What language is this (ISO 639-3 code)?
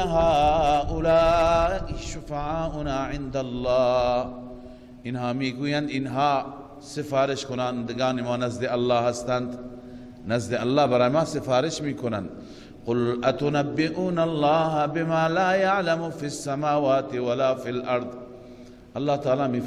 fas